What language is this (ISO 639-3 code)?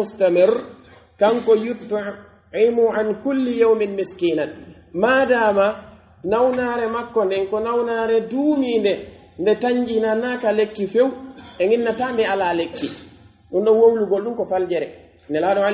fuf